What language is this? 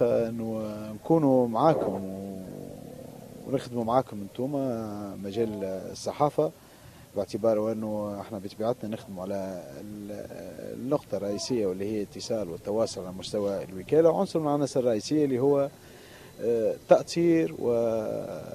Tunisian Arabic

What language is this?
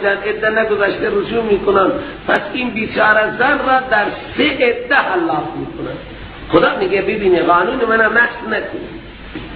Persian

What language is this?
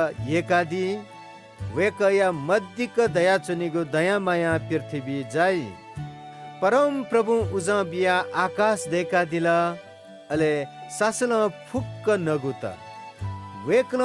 Newari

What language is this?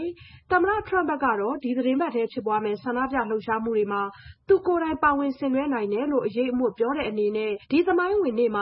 Burmese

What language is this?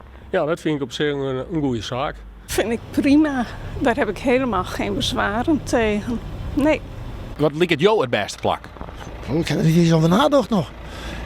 Western Frisian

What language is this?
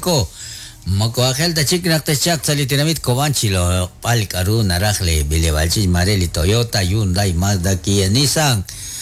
Kekchí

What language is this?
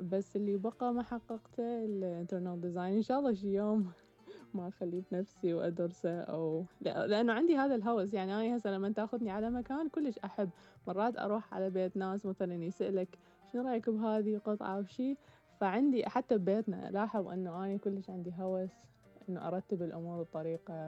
Mesopotamian Arabic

